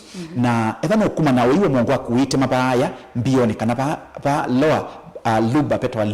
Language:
Kamba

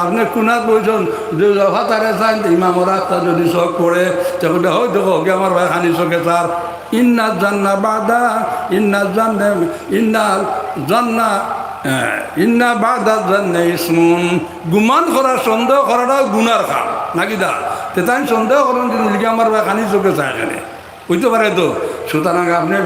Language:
Sylheti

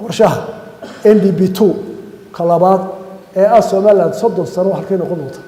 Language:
Somali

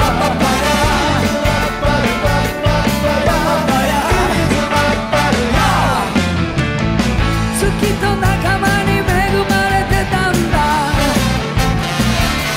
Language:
Japanese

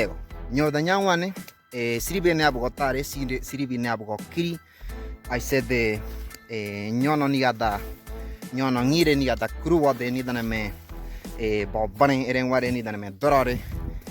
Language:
Ngäbere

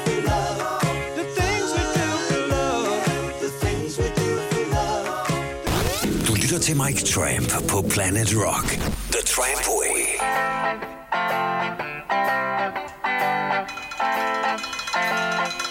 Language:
Danish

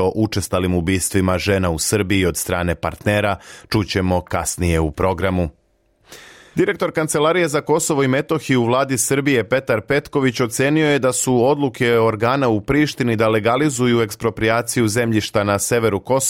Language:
Serbian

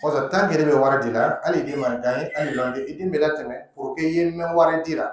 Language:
Dyula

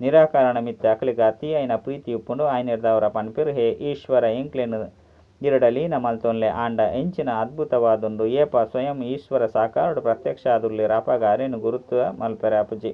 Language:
Tulu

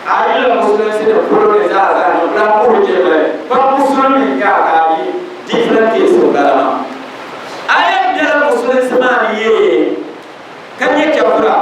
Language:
Dagbani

